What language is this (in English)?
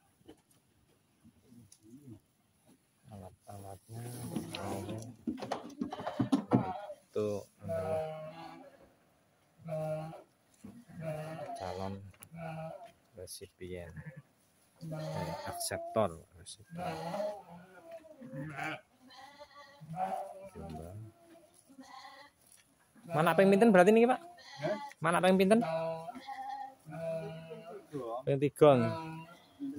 Indonesian